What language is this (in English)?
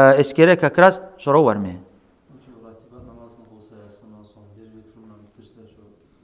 Kumyk